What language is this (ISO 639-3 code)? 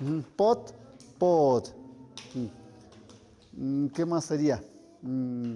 mxp